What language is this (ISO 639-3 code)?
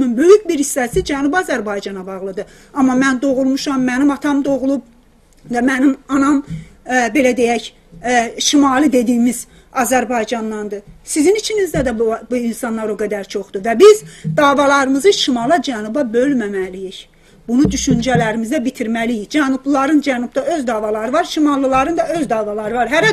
azb